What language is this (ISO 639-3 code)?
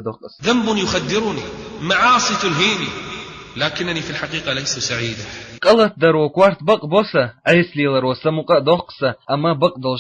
che